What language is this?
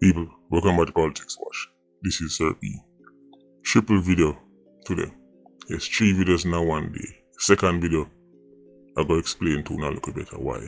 Jamaican Creole English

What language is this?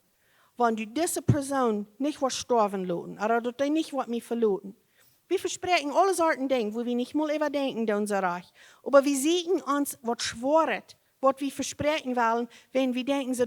Plautdietsch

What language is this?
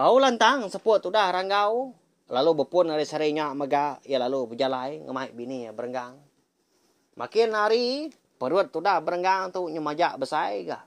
Iban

